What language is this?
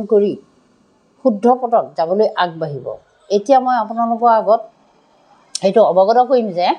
Assamese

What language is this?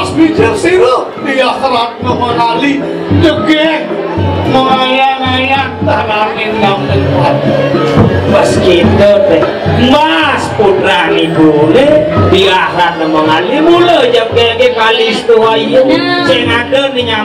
Balinese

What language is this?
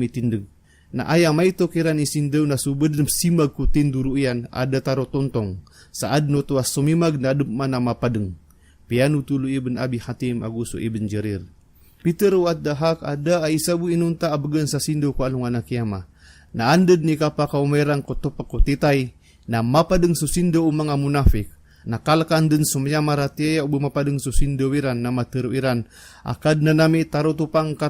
Maranao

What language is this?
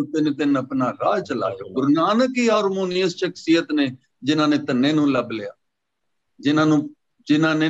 Punjabi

